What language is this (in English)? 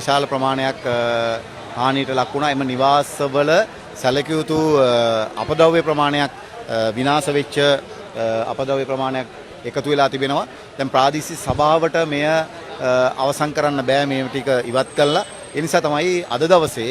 Sinhala